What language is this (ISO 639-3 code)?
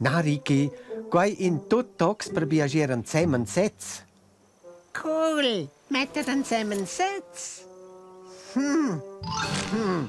roh